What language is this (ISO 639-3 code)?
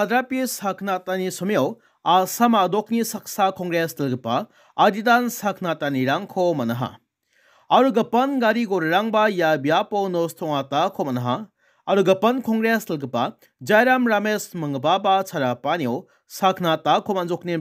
grt